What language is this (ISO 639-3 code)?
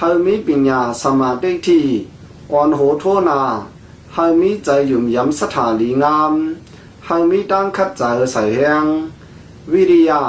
shn